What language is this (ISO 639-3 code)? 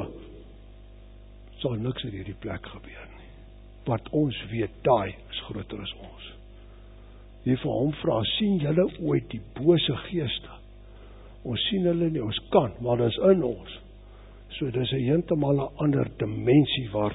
afr